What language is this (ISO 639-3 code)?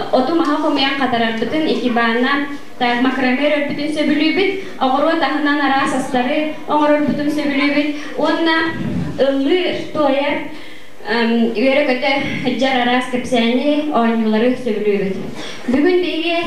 sah